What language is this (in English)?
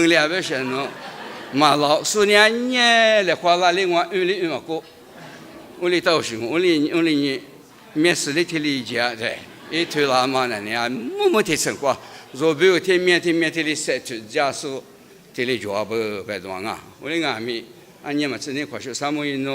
Lisu